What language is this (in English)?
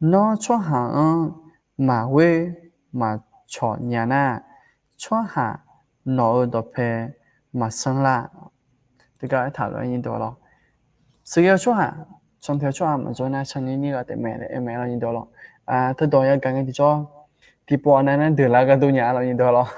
Akha